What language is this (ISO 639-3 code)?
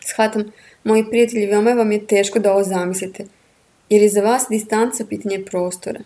srp